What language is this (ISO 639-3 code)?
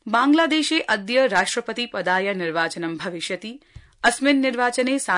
san